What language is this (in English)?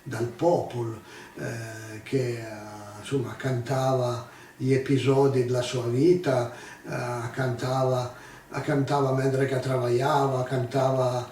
Piedmontese